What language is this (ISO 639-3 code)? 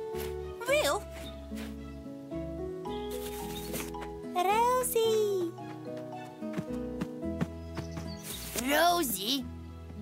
srp